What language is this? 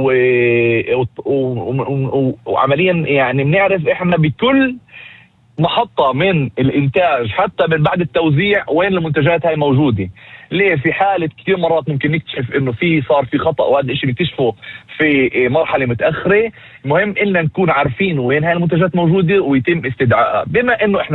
North Levantine Arabic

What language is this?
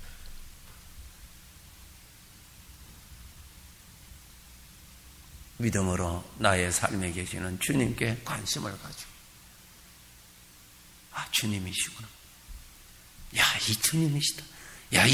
Korean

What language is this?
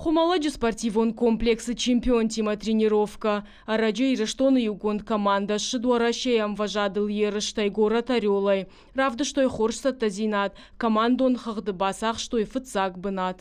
Ossetic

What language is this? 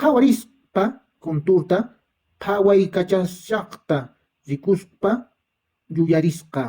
Quechua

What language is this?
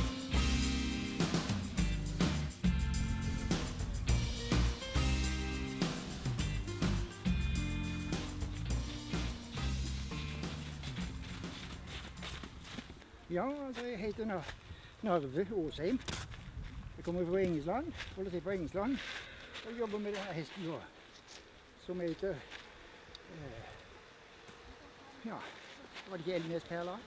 Norwegian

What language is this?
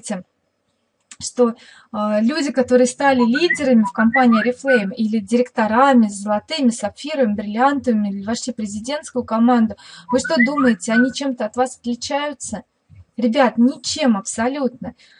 Russian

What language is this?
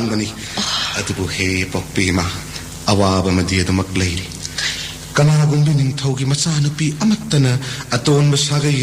Manipuri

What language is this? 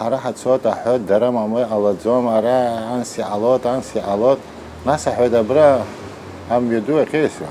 Abkhazian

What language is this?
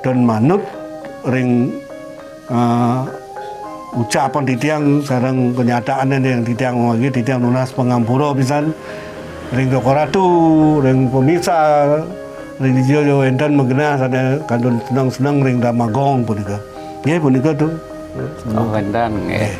Balinese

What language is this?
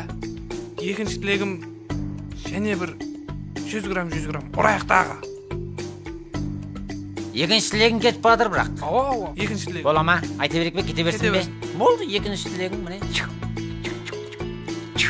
Kazakh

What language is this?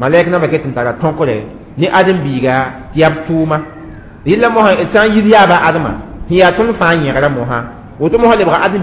Mossi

